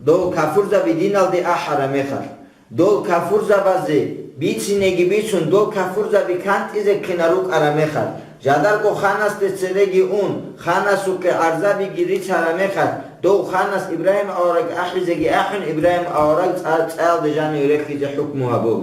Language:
Avaric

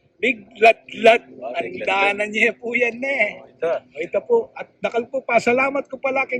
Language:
Pampanga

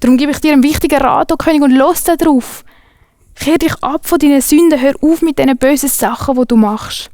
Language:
Swiss German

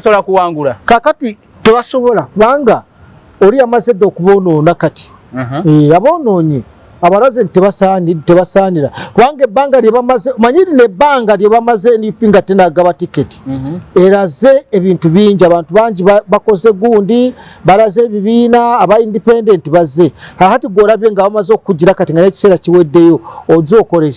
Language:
Ganda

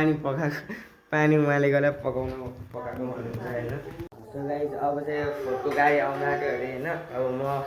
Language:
Nepali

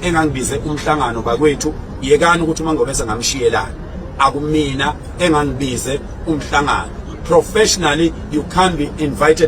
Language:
Zulu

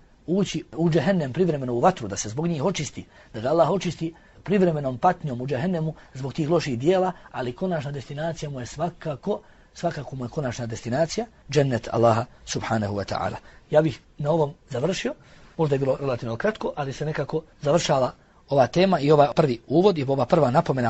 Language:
Bosnian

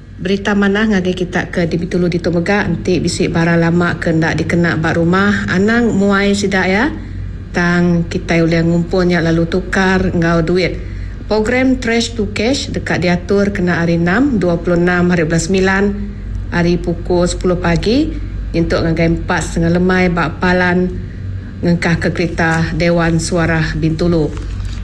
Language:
Iban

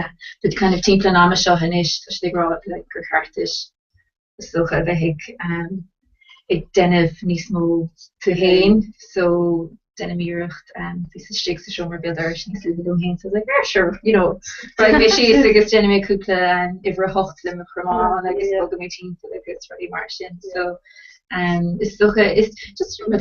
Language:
Irish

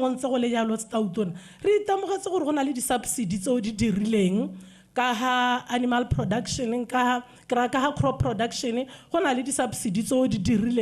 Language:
Tswana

